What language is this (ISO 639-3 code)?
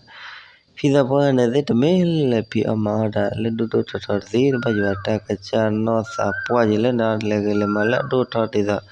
ksw